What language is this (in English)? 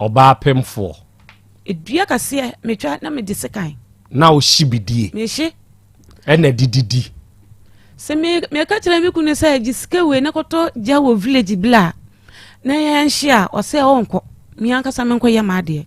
Akan